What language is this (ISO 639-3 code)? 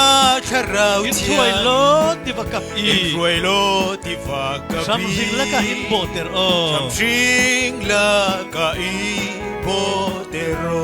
cfm